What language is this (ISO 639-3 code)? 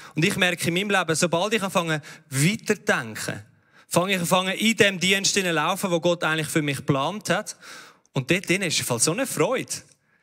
gsw